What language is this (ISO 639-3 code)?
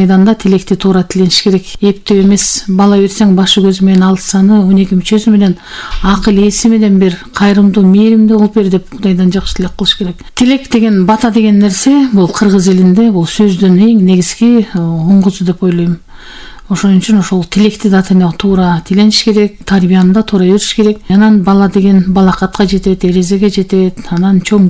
kir